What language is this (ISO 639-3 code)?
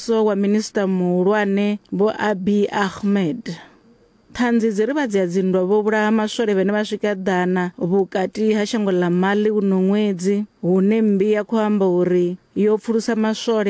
ven